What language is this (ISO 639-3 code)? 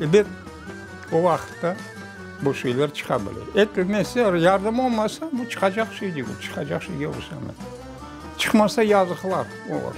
crh